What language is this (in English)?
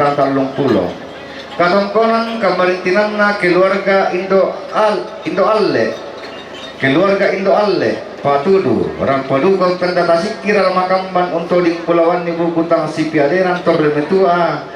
Toraja-Sa'dan